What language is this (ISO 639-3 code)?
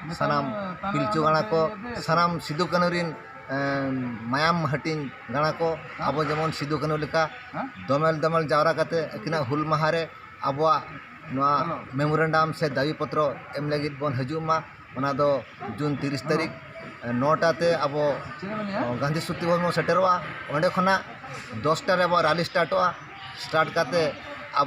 sat